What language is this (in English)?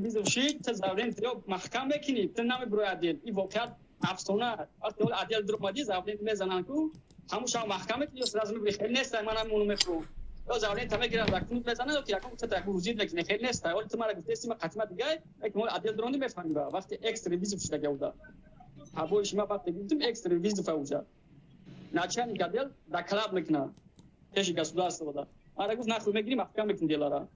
Tajik